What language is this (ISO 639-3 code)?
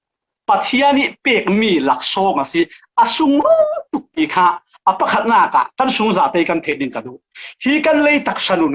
cfm